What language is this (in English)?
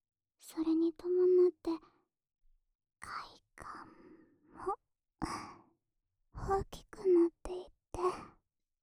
Japanese